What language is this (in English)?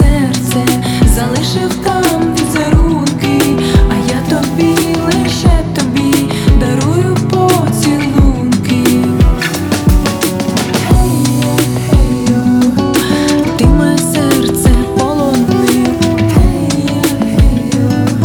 Ukrainian